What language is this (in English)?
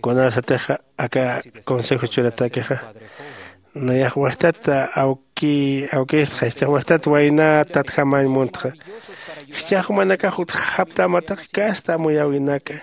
Aymara